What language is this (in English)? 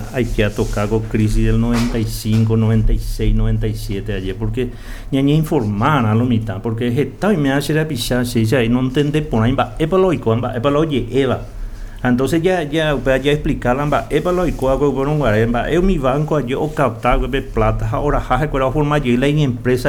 Guarani